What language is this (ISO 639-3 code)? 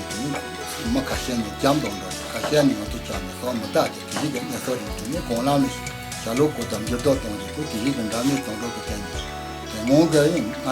bod